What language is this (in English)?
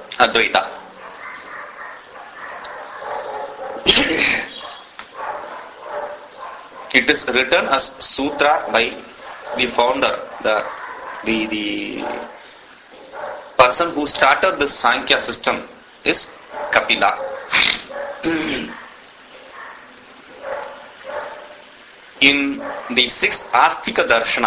English